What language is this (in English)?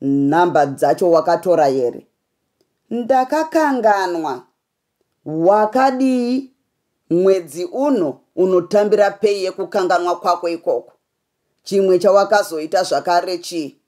Shona